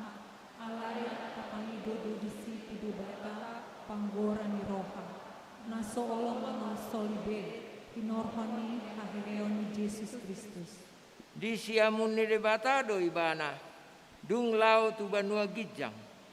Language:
Batak Toba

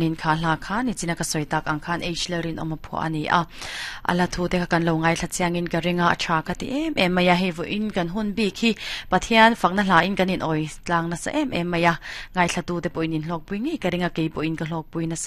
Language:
Mizo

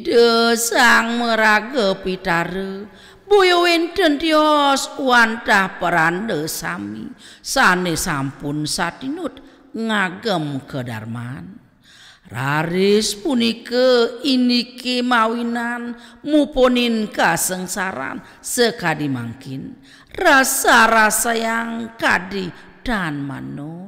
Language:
Balinese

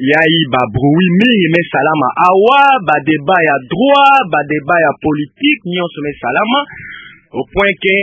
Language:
Kituba (Democratic Republic of Congo)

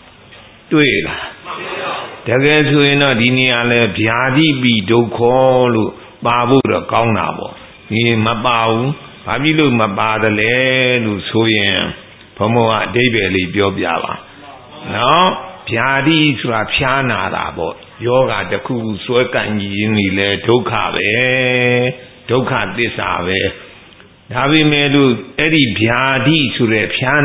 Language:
Burmese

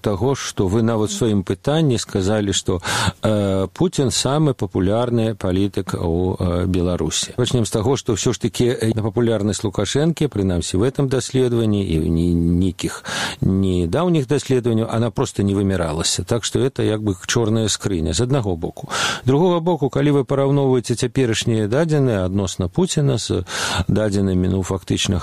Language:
Belarusian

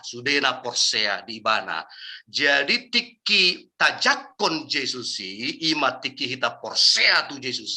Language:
Batak Toba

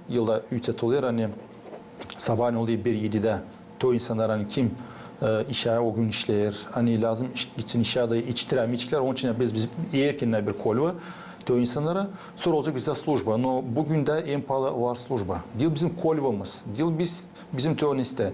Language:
Gagauz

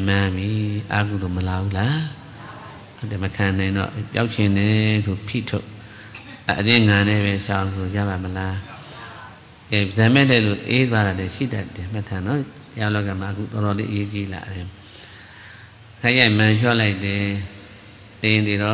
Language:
Burmese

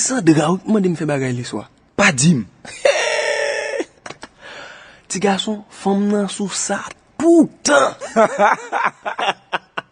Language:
Haitian Creole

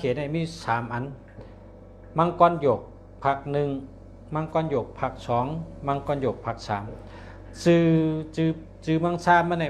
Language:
Shan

